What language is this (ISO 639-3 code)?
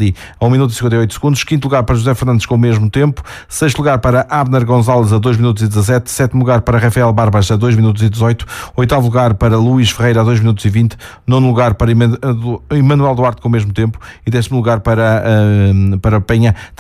por